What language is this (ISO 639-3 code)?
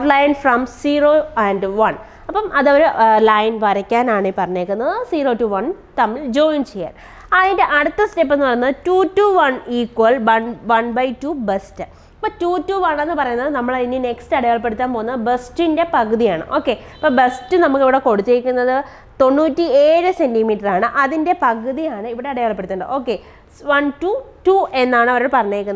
mal